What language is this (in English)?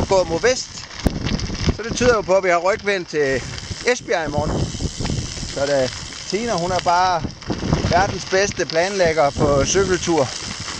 Danish